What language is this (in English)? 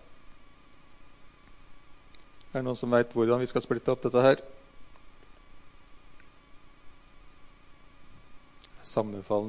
Norwegian